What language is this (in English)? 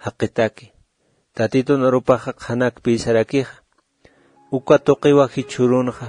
Aymara